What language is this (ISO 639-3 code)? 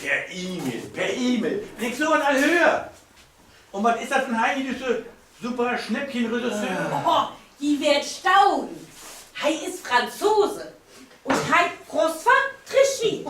nds